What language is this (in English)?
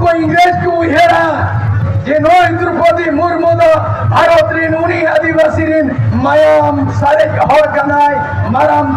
Santali